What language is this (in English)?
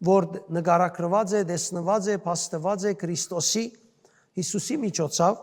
Western Armenian